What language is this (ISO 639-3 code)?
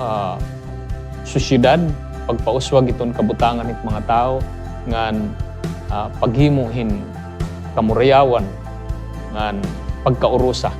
war